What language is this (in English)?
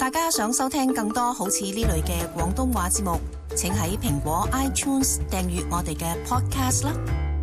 Cantonese